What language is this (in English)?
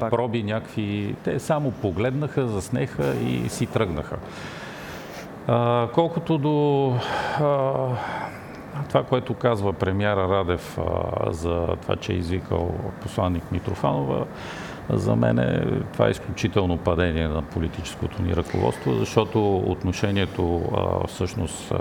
Bulgarian